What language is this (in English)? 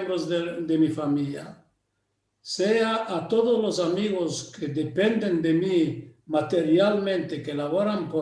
Ladino